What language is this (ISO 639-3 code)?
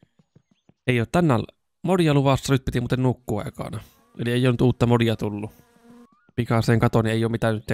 fin